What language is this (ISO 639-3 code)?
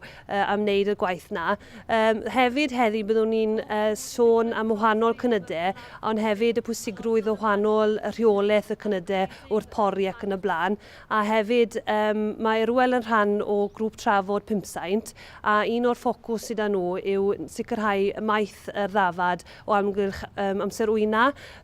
cym